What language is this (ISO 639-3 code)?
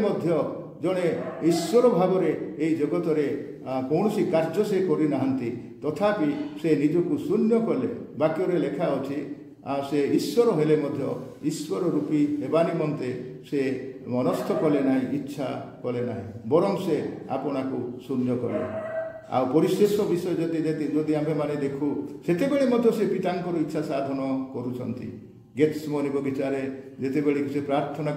ori